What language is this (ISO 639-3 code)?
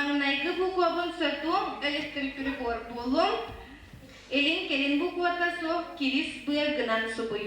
sah